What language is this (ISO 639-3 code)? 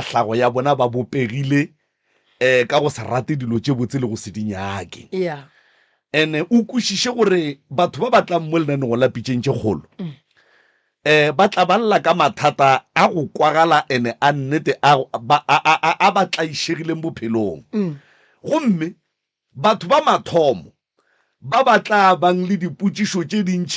nso